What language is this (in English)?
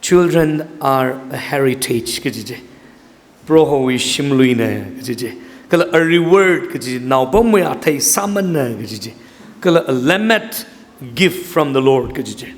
Tangkhul Naga (India)